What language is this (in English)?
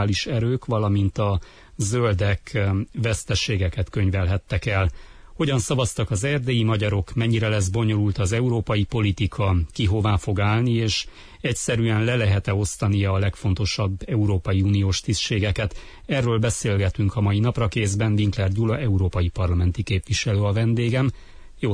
Hungarian